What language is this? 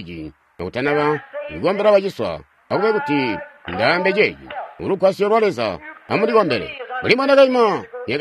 Tonga (Zambia)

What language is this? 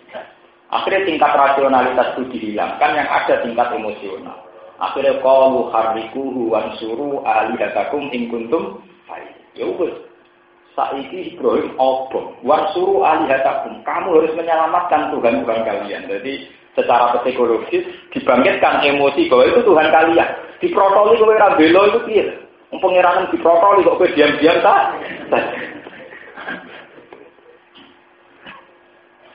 Indonesian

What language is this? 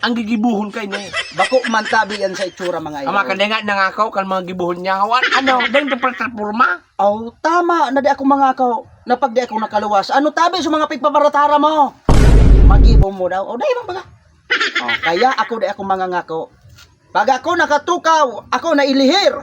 Bikol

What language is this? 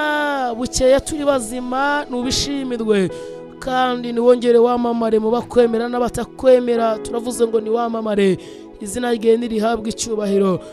Kinyarwanda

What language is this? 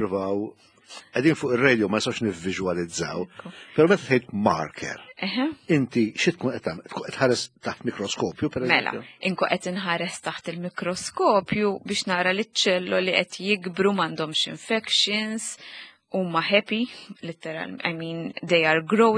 Maltese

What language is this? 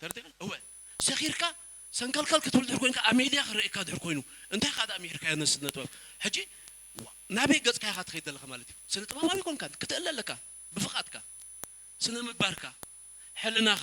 Tigrinya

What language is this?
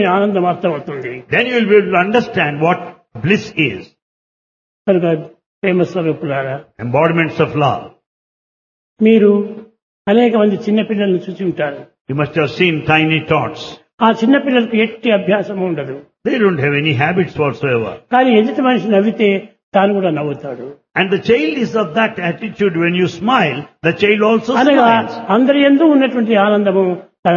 Telugu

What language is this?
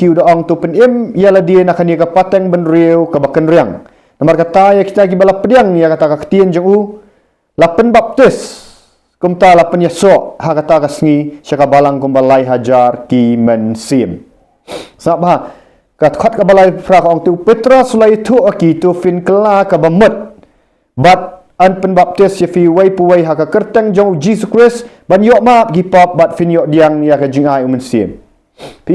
Khasi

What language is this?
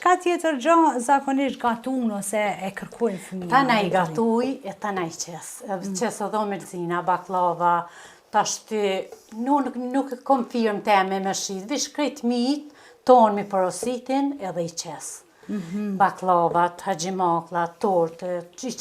Albanian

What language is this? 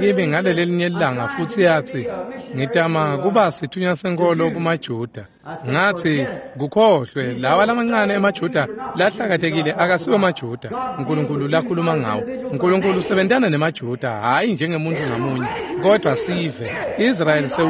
Swati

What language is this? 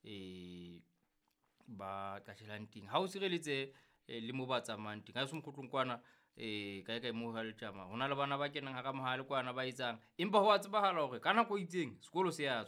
Southern Sotho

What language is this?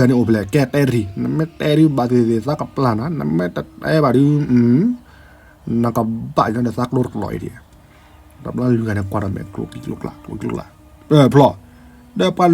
S'gaw Karen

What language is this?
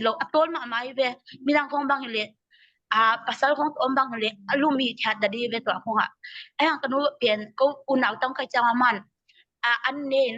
Tedim Chin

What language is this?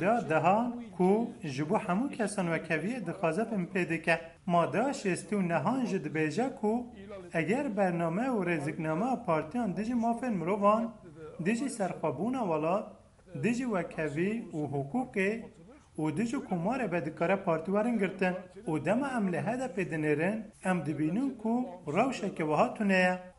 Kurdish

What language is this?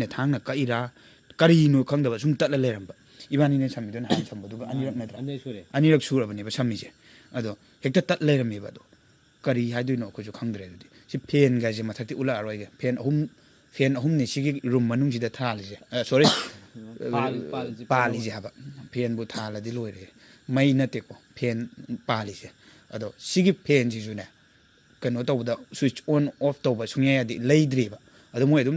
Manipuri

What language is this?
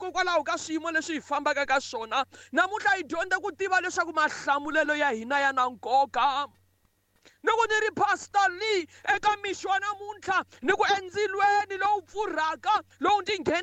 Tsonga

